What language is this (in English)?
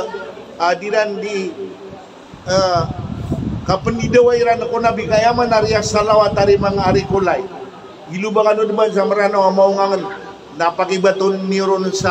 Maranao